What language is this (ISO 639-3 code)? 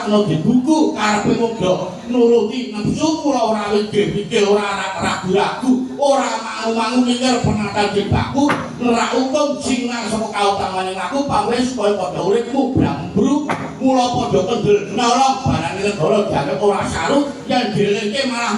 jav